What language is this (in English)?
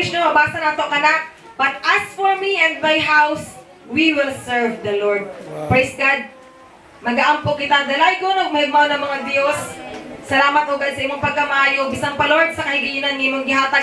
Cebuano